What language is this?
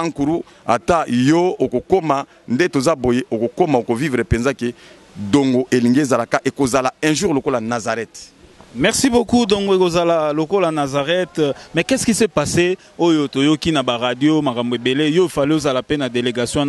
Lingala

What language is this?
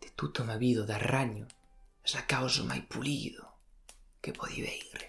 Occitan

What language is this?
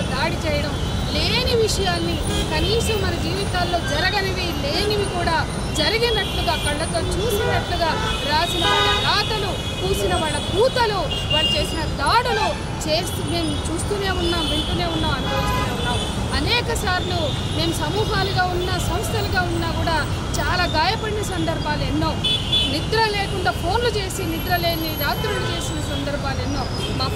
Telugu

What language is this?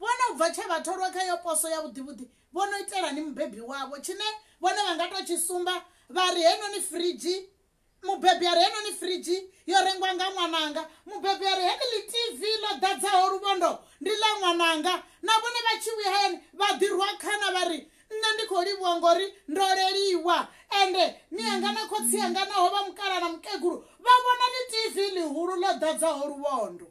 Venda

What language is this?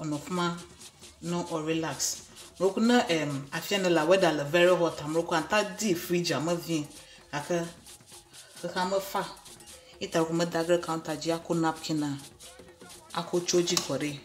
Ewe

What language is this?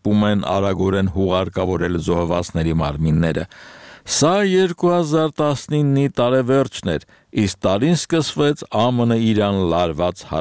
Armenian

